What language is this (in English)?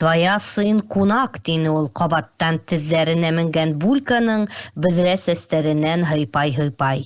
Bashkir